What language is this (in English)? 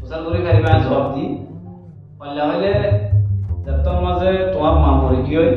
Rohingya